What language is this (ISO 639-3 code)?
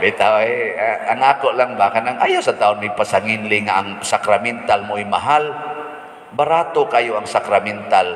ceb